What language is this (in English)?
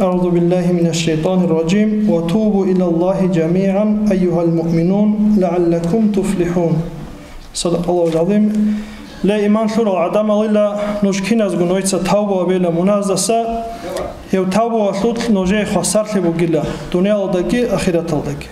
Avaric